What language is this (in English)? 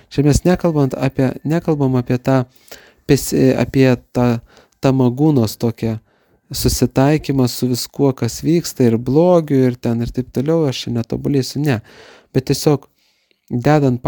Lithuanian